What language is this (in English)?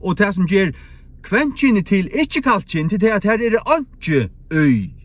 Faroese